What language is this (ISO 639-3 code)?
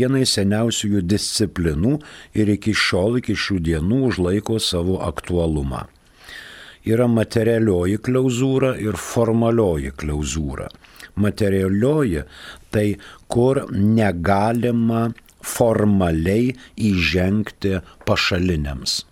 lit